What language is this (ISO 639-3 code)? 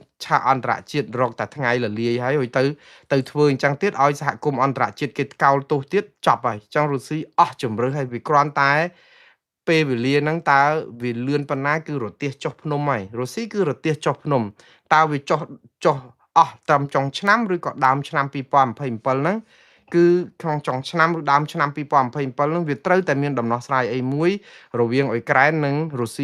khm